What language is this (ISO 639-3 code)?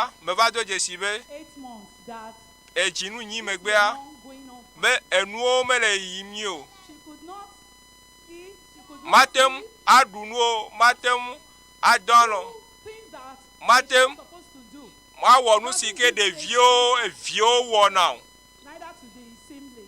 ewe